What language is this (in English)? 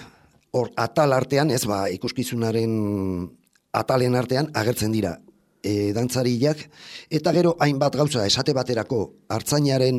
Basque